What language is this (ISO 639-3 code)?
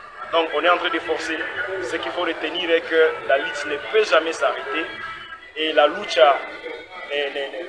fra